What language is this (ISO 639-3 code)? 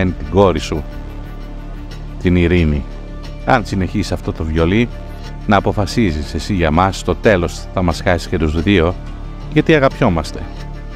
ell